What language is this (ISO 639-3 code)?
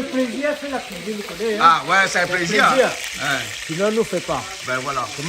rcf